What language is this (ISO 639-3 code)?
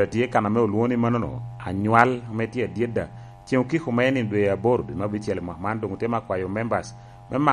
laj